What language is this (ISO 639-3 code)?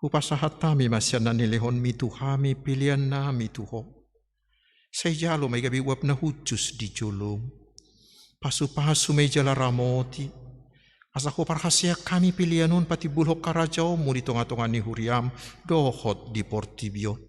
bbc